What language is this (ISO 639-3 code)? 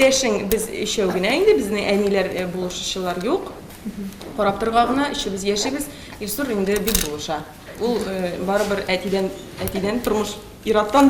tat